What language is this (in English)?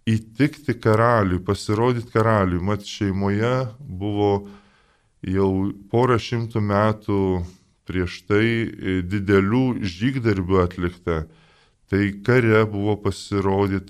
Lithuanian